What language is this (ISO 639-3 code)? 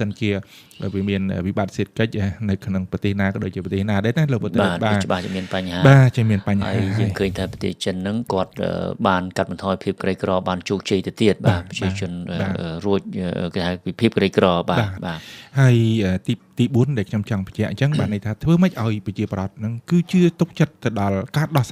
khm